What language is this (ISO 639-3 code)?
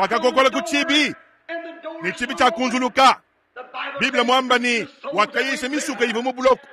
lua